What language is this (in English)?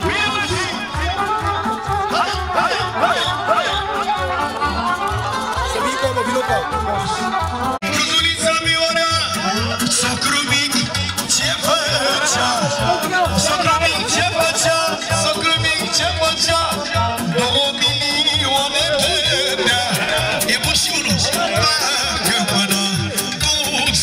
Romanian